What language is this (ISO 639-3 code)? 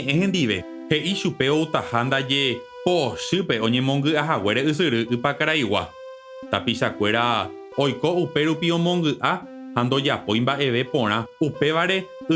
grn